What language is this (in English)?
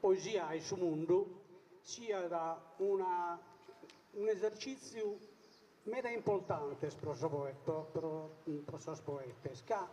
Sardinian